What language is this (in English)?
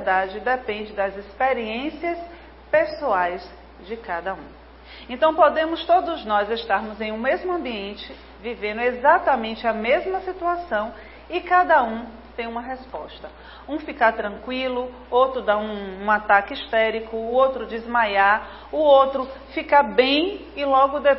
Portuguese